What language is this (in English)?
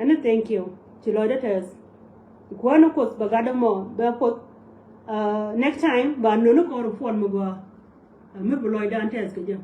Nuer